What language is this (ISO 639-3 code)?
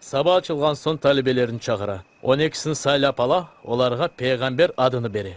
crh